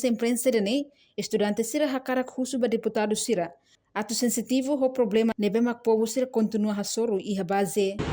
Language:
Tetum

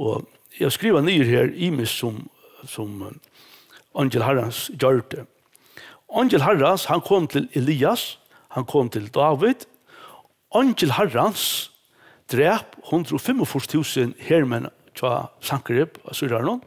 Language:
Faroese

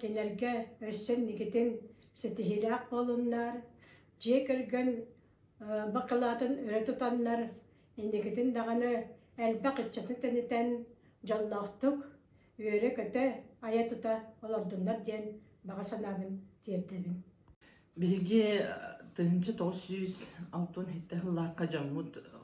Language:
Yakut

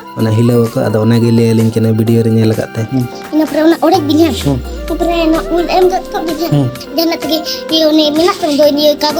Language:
Santali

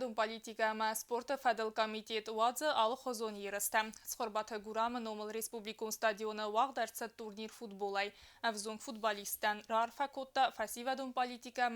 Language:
Ossetic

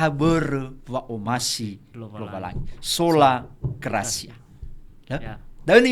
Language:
Nias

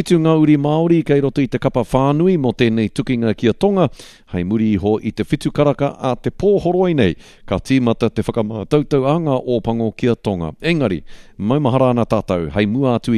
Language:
Māori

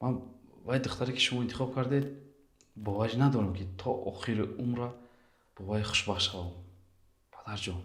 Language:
Tajik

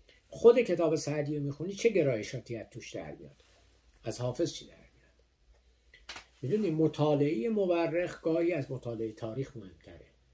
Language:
Persian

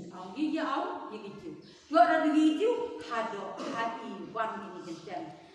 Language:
Khasi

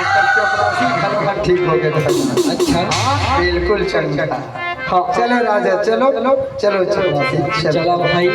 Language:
Chhattisgarhi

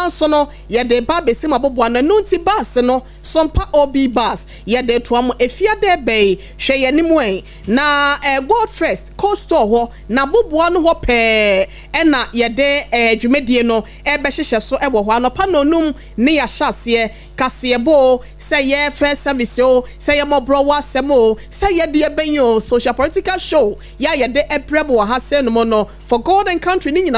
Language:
Akan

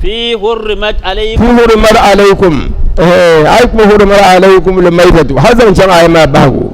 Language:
Dagbani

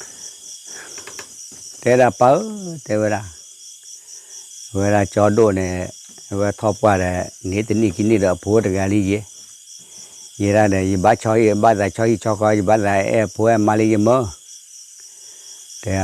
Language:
S'gaw Karen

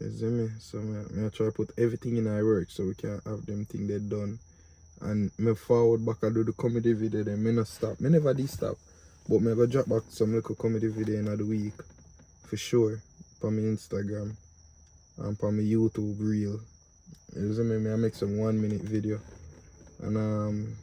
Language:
Jamaican Creole English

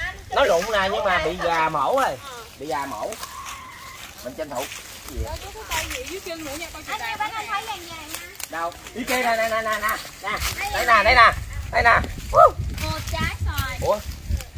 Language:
Vietnamese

